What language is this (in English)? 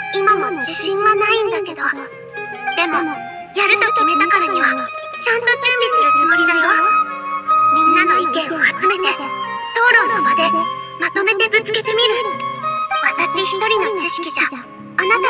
Japanese